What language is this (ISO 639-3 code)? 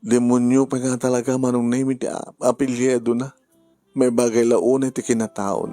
ilo